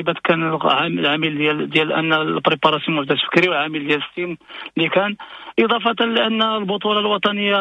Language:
Moroccan Arabic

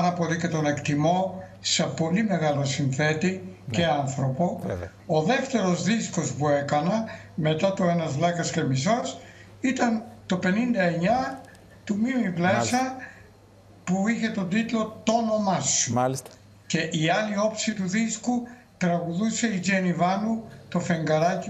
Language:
Greek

